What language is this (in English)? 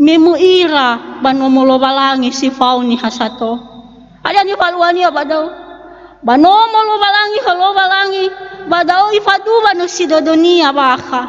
Nias